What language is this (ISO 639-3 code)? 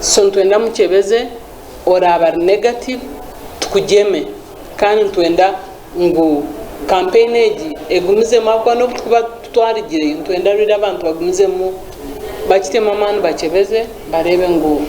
nyn